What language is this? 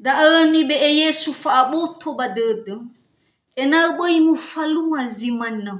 Nias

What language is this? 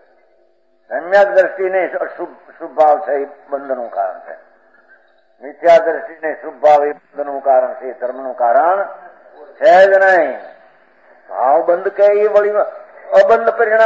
Gujarati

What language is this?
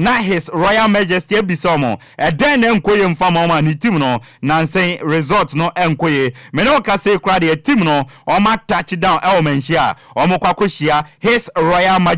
Akan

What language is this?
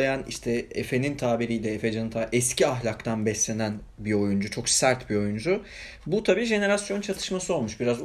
Turkish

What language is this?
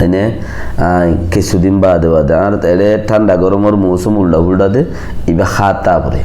Rohingya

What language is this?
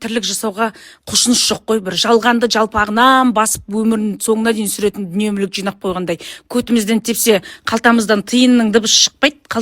Kazakh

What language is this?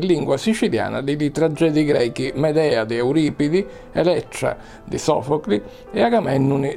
Sicilian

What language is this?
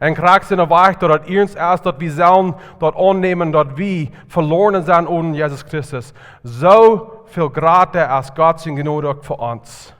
Plautdietsch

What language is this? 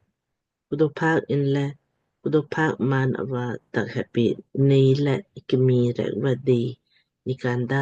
Lamkang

